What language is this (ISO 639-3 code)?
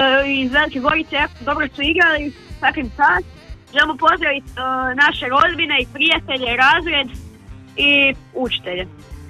hrv